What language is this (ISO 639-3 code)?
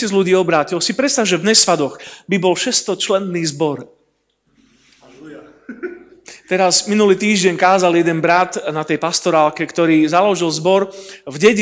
slk